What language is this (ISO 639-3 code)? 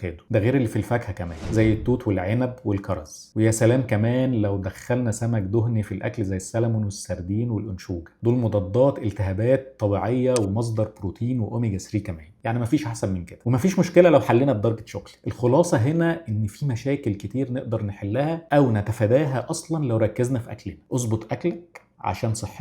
arz